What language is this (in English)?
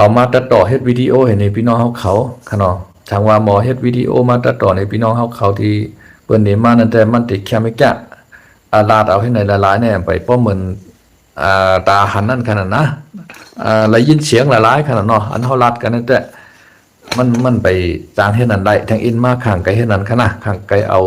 Shan